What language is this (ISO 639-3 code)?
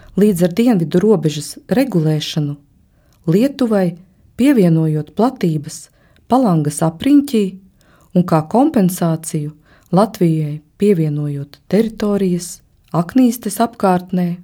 lav